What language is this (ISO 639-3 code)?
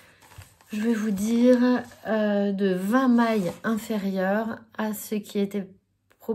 fra